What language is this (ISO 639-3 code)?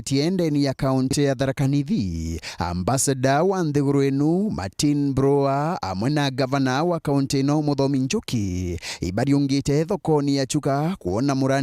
mer